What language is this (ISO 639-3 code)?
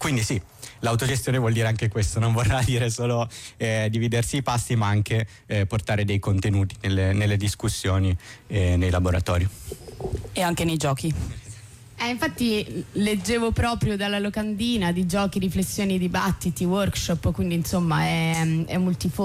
ita